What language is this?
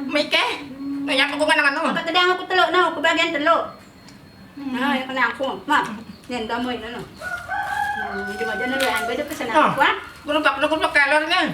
Sasak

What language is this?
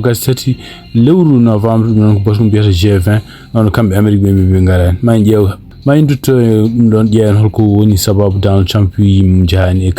Fula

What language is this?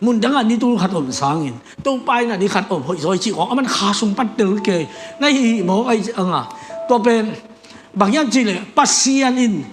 Tedim Chin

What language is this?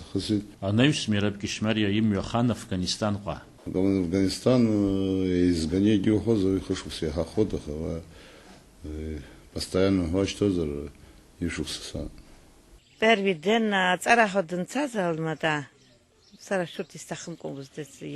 Abkhazian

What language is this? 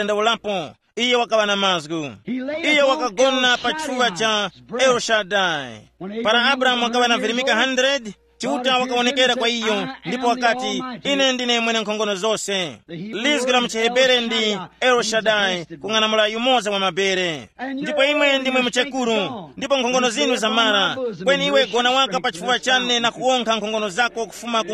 Tumbuka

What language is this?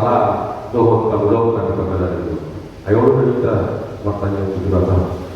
Batak Toba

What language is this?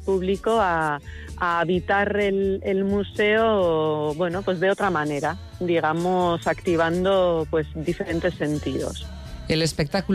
Spanish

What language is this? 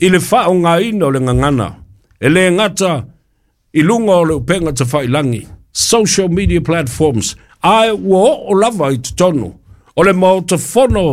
Samoan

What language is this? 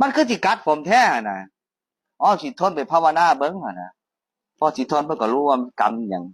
Northeastern Thai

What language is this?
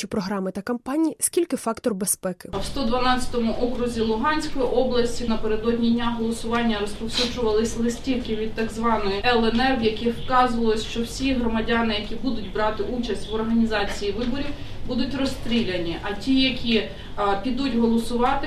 Ukrainian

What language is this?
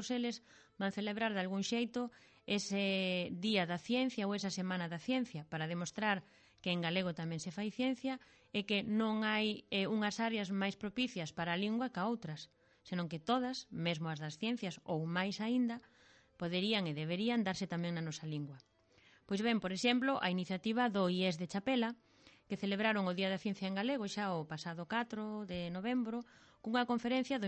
Galician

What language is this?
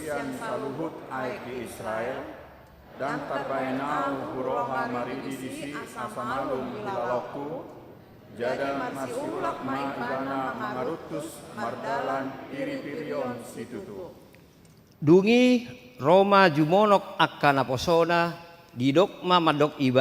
Batak Toba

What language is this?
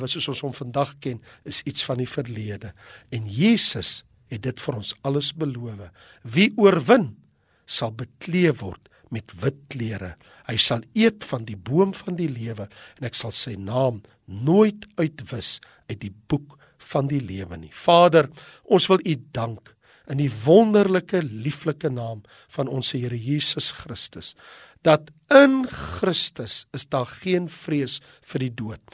Afrikaans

